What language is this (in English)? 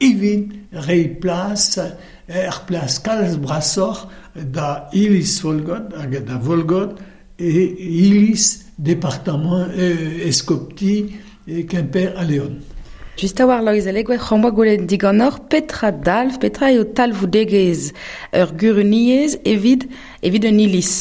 Breton